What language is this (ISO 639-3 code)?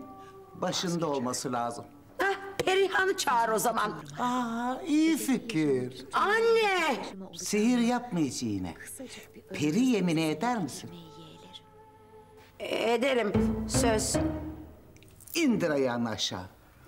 tur